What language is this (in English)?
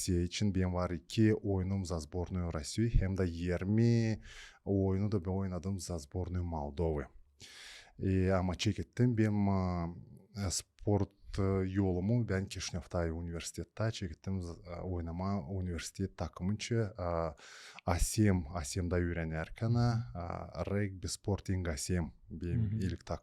Gagauz